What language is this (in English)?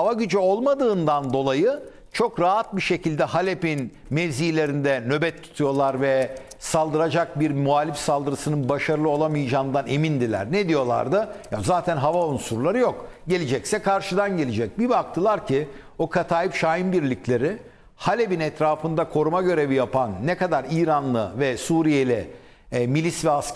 Turkish